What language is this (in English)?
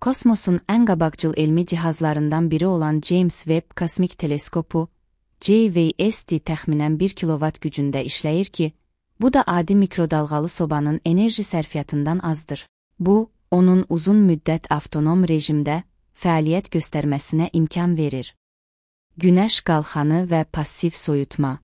Azerbaijani